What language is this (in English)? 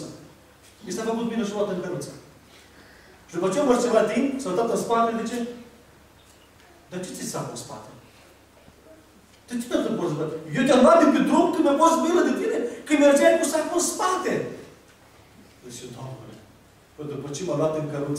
Romanian